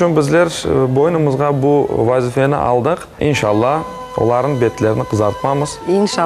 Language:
Crimean Tatar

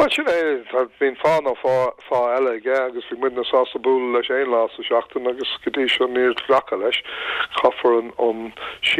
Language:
Irish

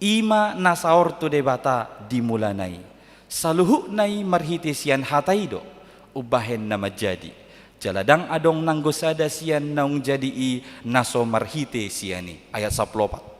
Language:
Batak Toba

